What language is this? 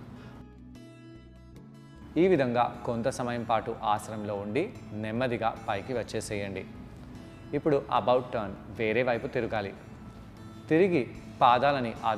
Telugu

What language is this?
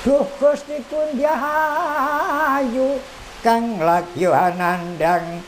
Javanese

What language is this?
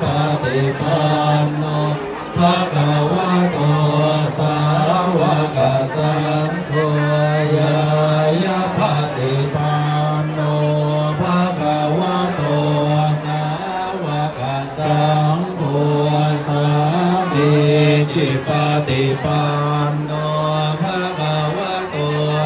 Pali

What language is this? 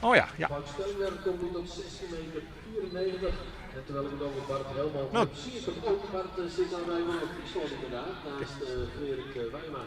Western Frisian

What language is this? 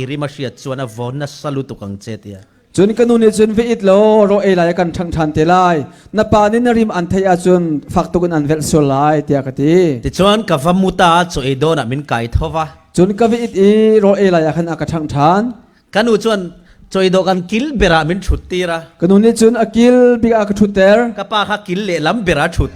Falam Chin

